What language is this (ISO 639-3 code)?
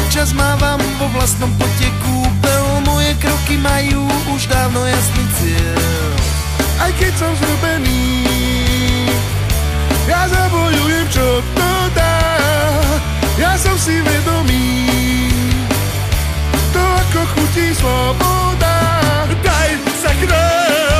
slk